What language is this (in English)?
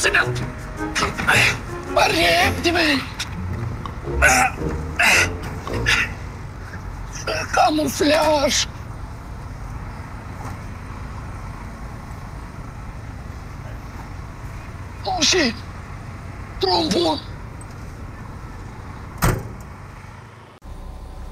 Romanian